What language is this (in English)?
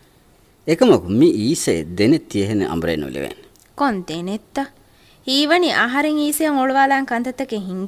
Divehi